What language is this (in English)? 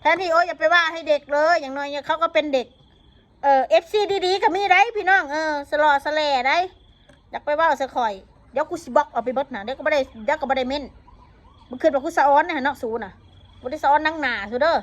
Northeastern Thai